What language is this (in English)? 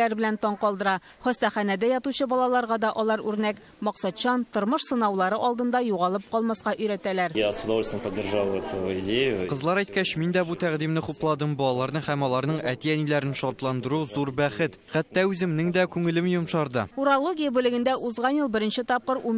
Tatar